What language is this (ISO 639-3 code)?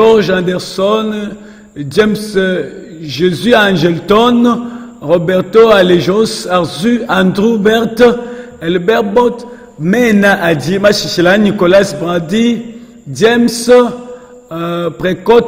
lua